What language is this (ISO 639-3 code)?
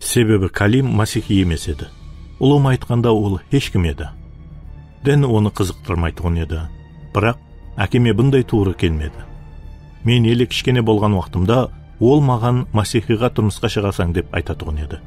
kaa